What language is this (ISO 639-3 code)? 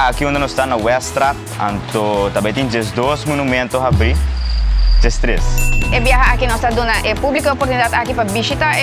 pap